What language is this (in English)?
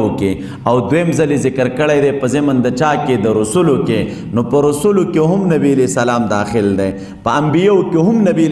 Pashto